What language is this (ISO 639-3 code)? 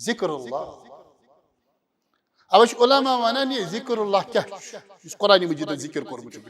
kas